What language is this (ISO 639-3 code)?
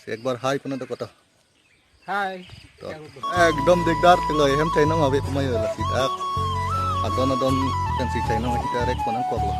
mjw